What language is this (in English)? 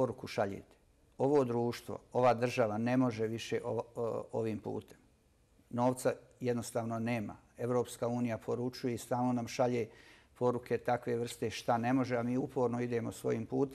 Bosnian